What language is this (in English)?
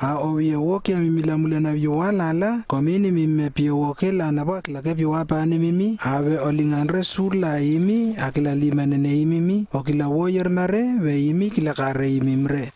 Lewo